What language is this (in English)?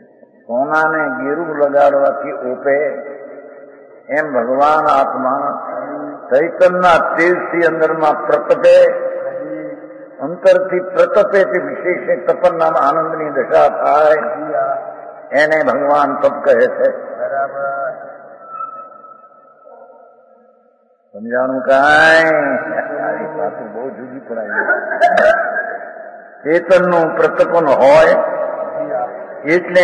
Gujarati